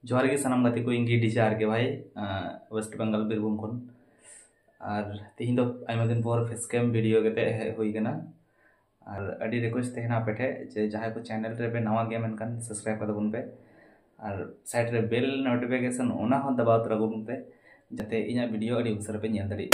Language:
Santali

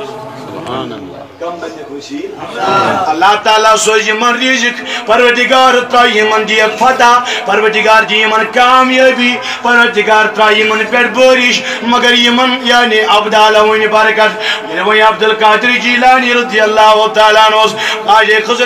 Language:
Kashmiri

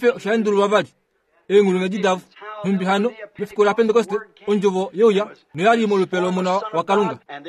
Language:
Kuanyama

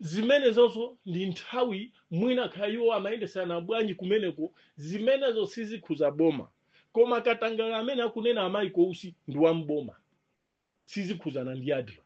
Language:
Nyanja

